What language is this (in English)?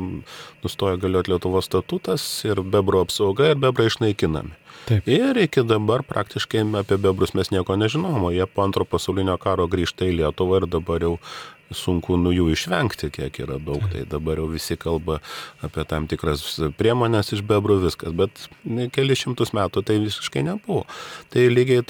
Lithuanian